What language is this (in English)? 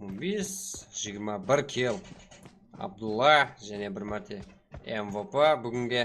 Kara-Kalpak